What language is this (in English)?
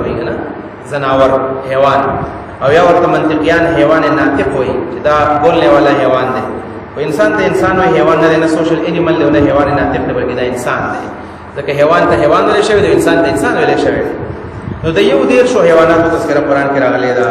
Pashto